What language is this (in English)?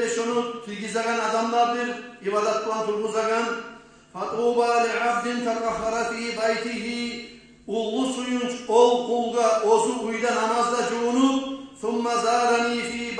Kumyk